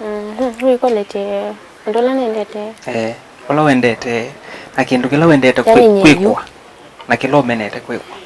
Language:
Kamba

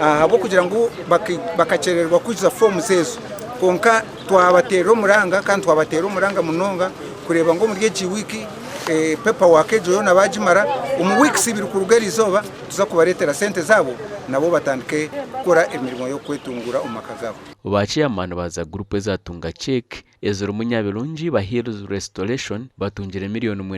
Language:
Nyankole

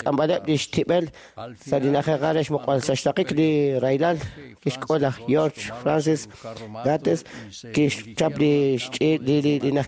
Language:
Kekchí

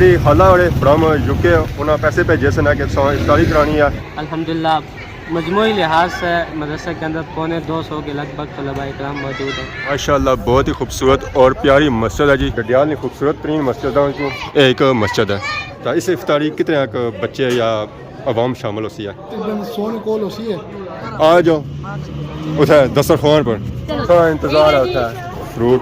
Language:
Pahari-Potwari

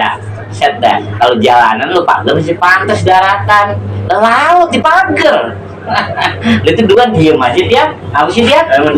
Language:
Betawi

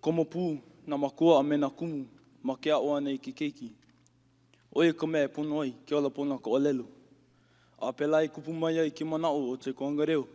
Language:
Hawaiian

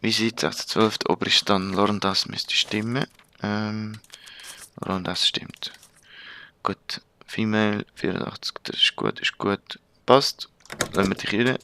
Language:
Swiss German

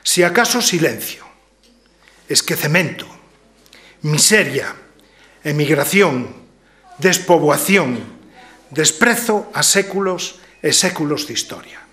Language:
Galician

